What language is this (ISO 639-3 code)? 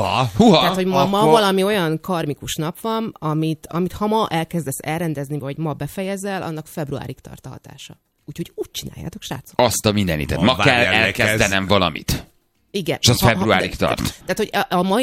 hun